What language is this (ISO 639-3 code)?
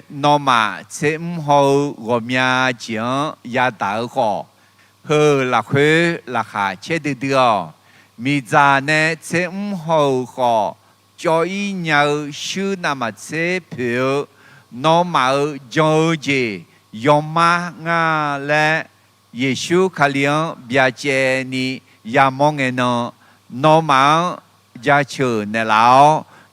ahk